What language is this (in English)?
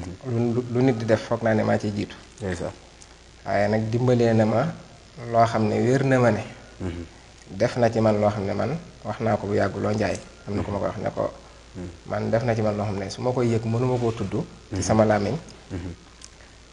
Wolof